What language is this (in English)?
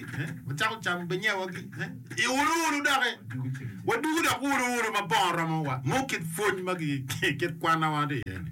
Acoli